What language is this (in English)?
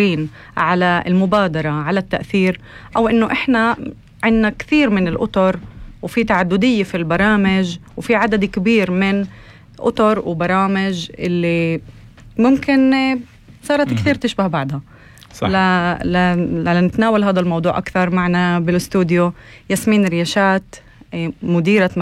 North Levantine Arabic